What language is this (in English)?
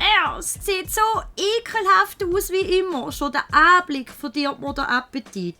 Swiss German